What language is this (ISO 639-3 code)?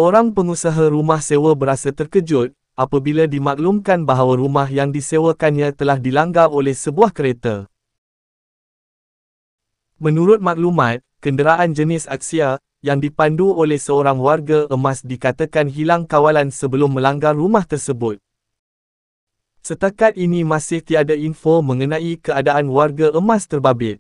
msa